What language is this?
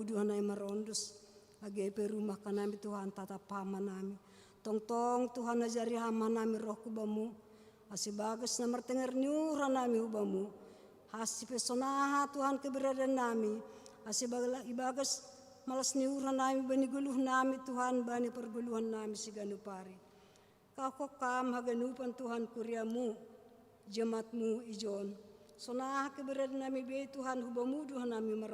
Batak Simalungun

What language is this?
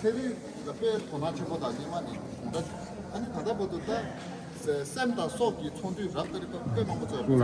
Tibetan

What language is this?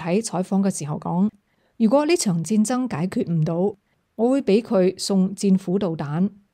Cantonese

